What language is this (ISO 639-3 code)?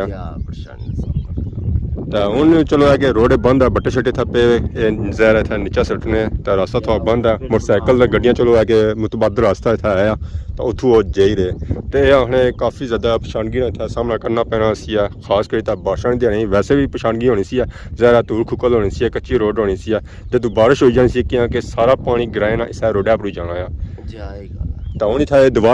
phr